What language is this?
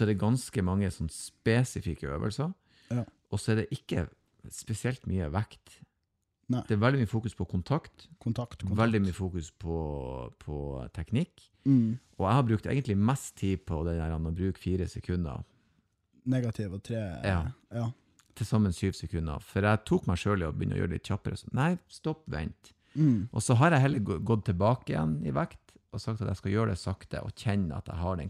Norwegian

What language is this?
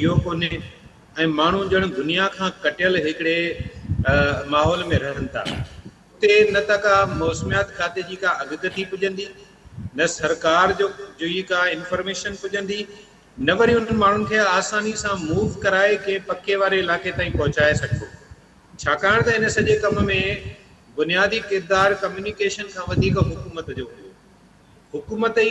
Sindhi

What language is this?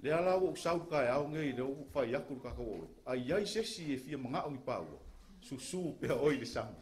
Samoan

